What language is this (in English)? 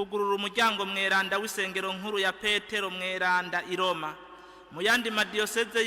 Rundi